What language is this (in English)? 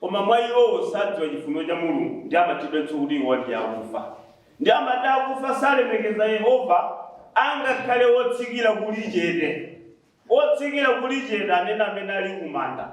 Nyanja